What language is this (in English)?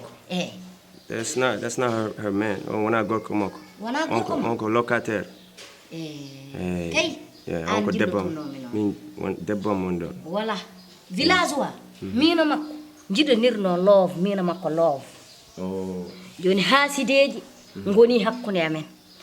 Fula